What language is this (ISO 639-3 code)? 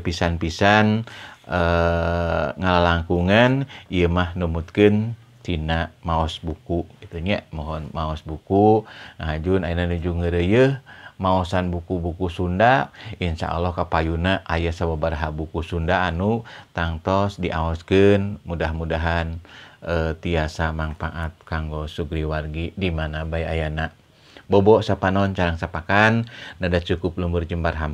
sun